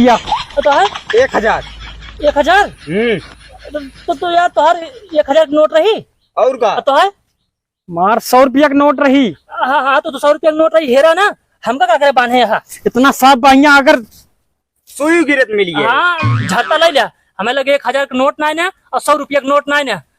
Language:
Awadhi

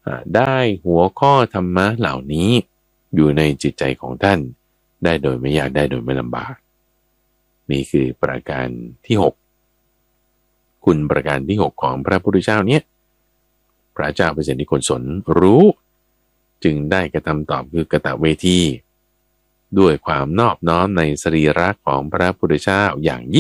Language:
Thai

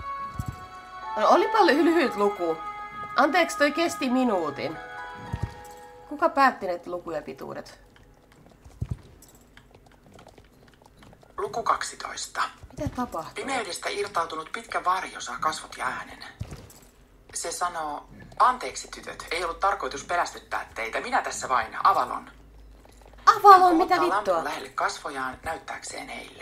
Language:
Finnish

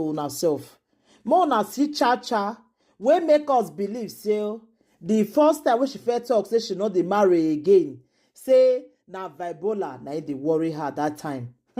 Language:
Nigerian Pidgin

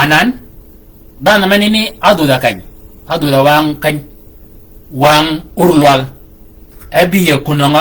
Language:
Shilluk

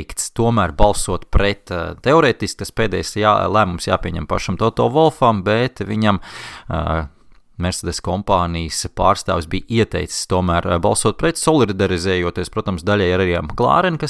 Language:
Latvian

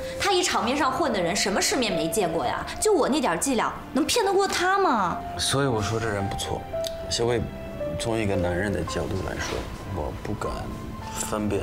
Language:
Chinese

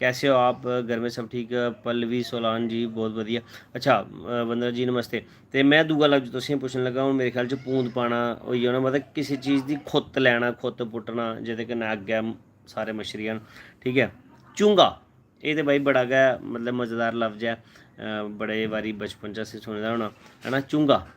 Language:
Dogri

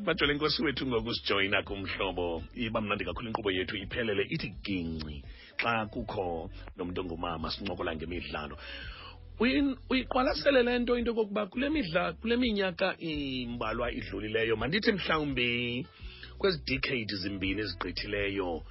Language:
Xhosa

